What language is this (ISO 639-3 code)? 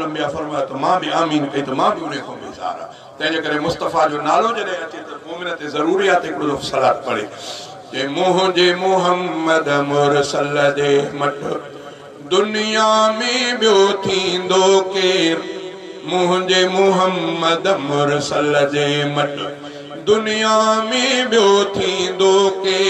snd